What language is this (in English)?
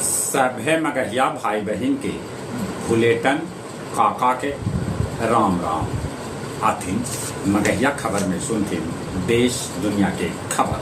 Magahi